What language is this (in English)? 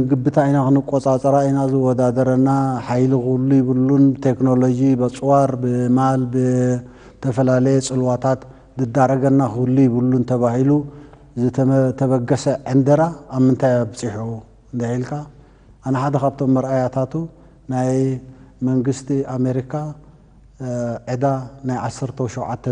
Tigrinya